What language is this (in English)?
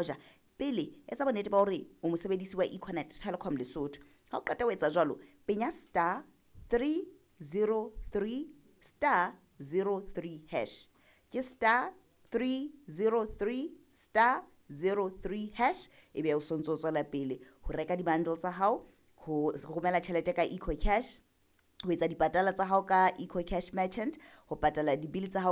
Southern Sotho